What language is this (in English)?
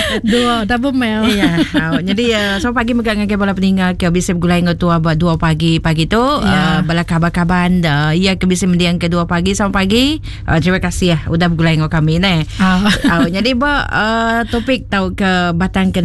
Iban